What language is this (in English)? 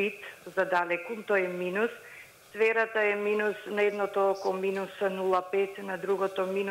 Macedonian